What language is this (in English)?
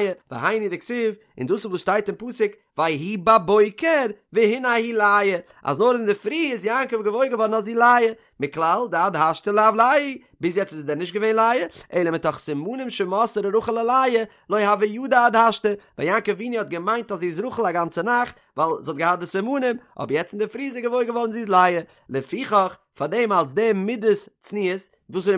Yiddish